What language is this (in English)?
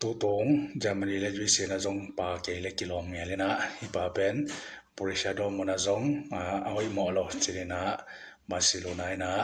Tedim Chin